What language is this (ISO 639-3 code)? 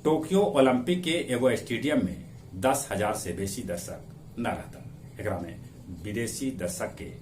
mag